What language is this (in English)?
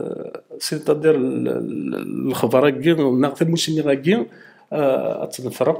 Kabyle